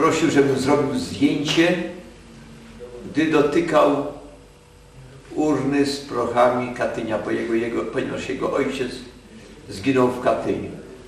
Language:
Polish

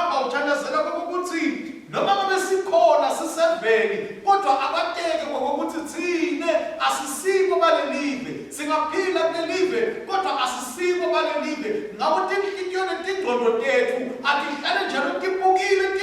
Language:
Swati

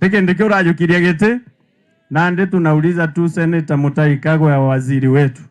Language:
Meru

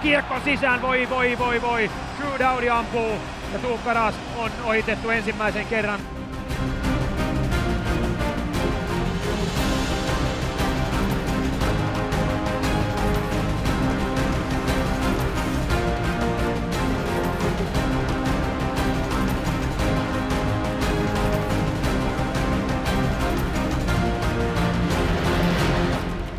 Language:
Finnish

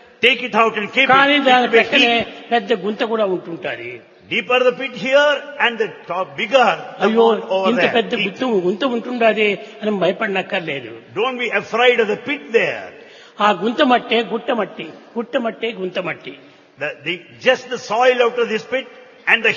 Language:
Telugu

